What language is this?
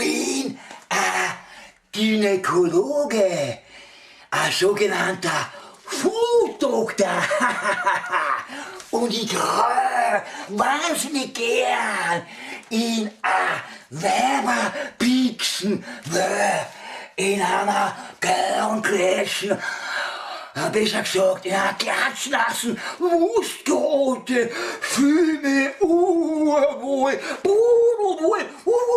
Bavarian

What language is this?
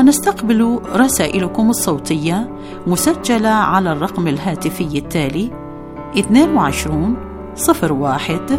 Arabic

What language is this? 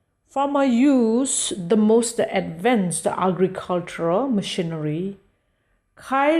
Kachin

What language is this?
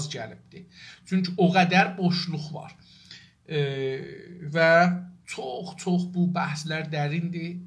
South Azerbaijani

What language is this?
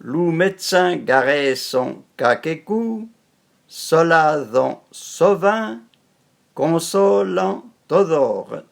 Arpitan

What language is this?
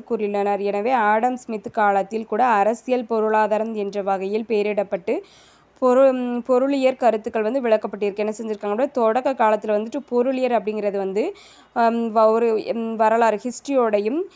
Tamil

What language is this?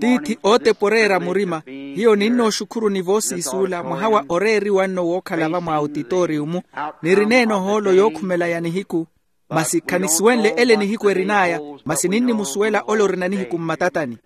Makhuwa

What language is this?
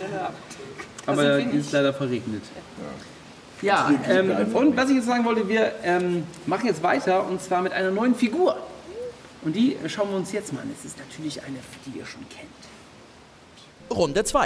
German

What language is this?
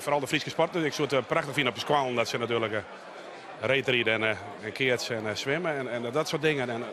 Western Frisian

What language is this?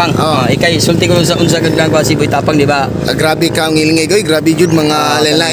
Cebuano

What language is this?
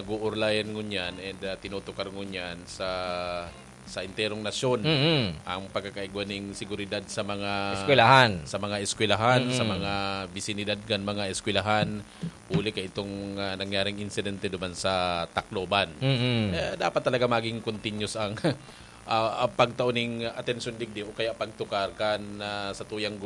Bikol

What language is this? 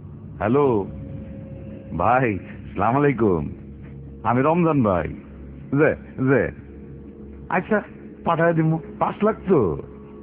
Bangla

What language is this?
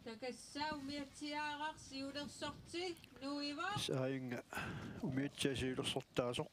Kalaallisut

